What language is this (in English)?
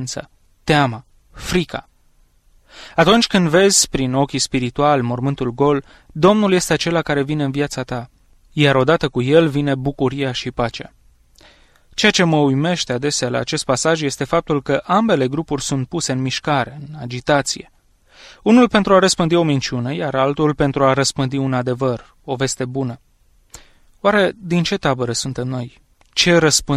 Romanian